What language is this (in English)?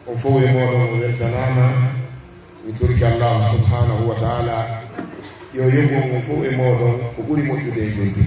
Pular